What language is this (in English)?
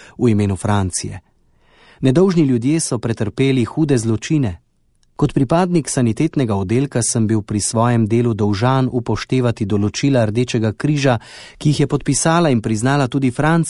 Slovenian